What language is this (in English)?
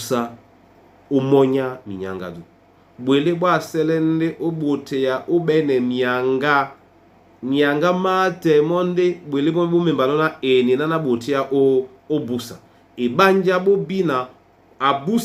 Duala